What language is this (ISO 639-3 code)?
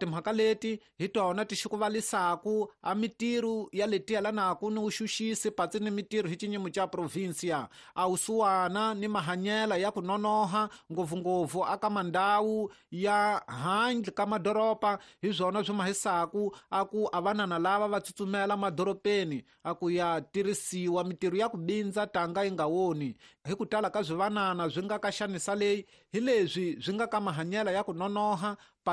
tso